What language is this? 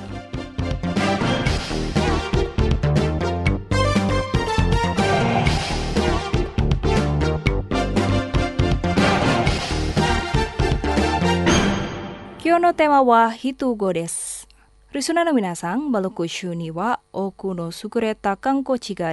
Japanese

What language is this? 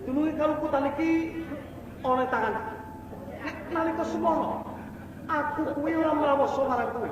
Javanese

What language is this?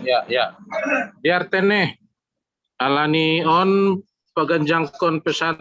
Batak Simalungun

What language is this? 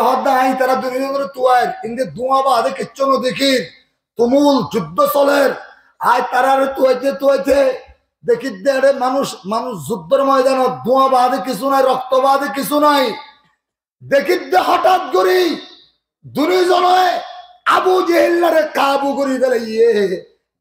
Rohingya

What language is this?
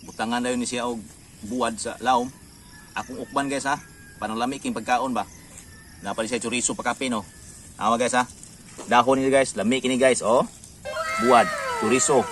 Cebuano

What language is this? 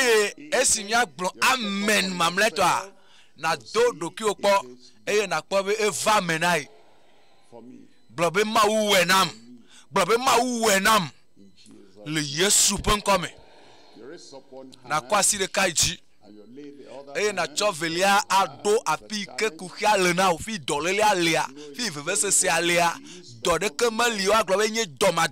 Ewe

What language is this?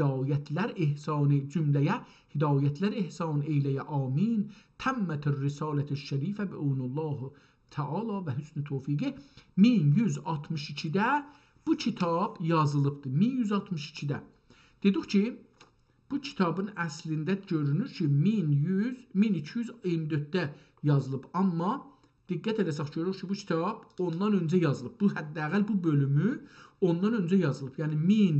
South Azerbaijani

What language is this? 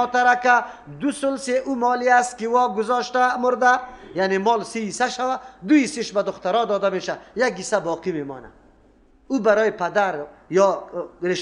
Persian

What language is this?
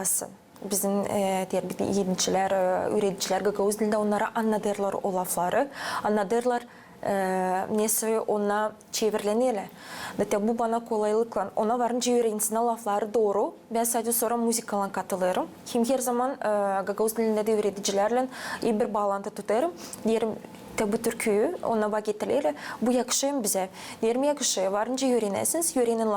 Gagauz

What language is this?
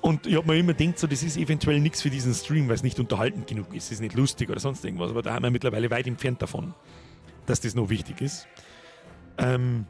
Bavarian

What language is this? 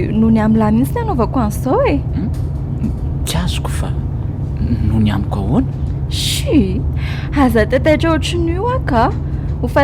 Malagasy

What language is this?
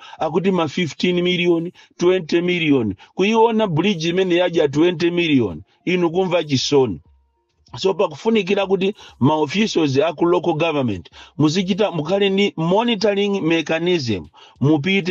Nyanja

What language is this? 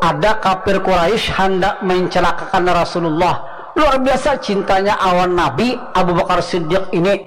Banjar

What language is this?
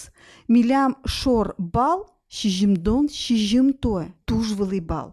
Udmurt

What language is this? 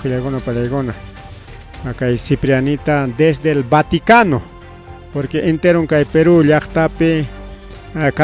Ayacucho Quechua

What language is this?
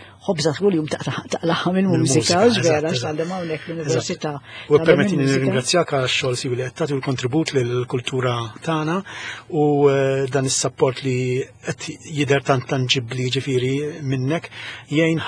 Maltese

